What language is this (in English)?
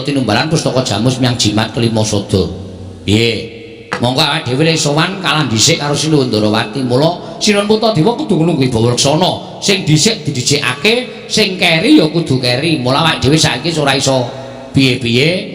Javanese